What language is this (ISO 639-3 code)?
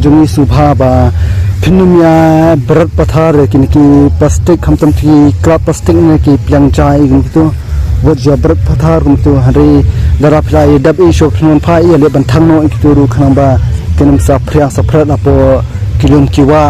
kha